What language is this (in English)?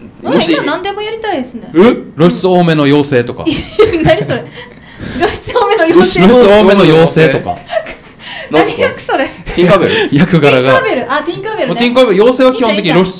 Japanese